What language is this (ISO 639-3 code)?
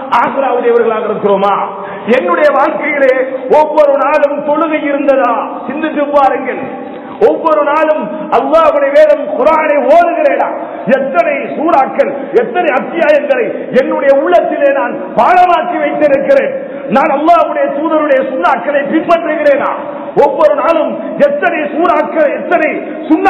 tam